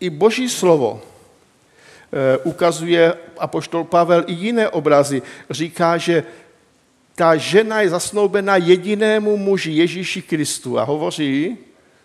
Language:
Czech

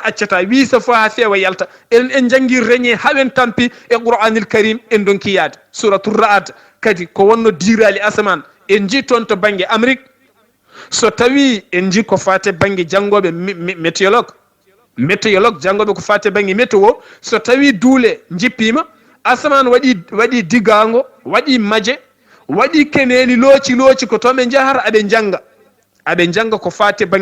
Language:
Fula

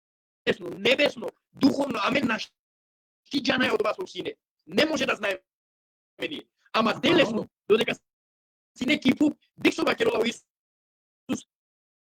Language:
Balkan Romani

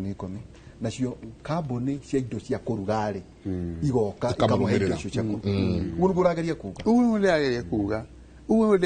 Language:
Kikuyu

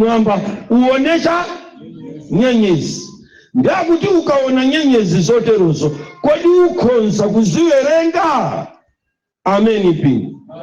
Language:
Nyanja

